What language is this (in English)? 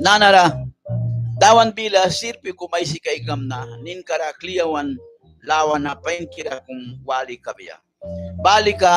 Mískito